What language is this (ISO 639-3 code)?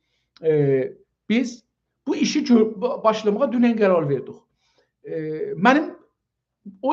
azb